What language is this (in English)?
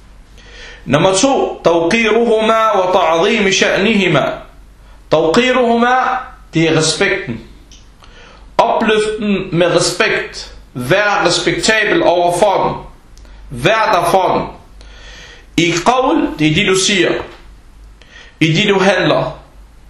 Danish